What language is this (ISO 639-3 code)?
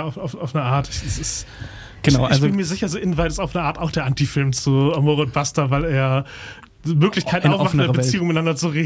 deu